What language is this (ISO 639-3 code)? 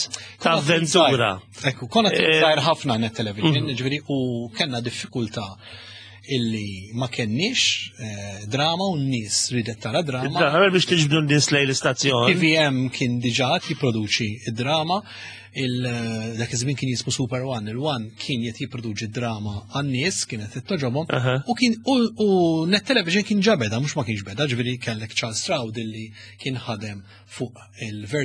mlt